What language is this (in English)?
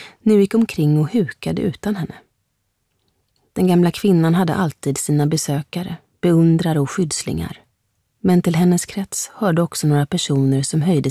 Swedish